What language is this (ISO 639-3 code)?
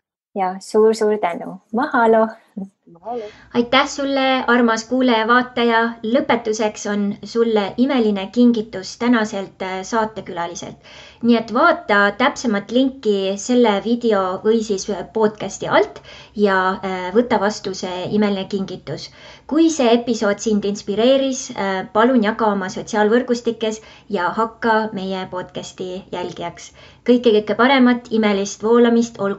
est